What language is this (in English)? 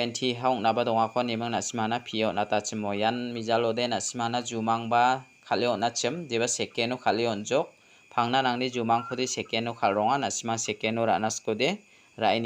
Garo